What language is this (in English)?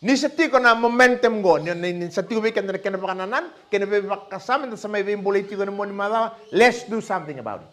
Fijian